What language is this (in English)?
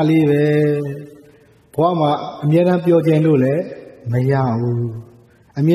Burmese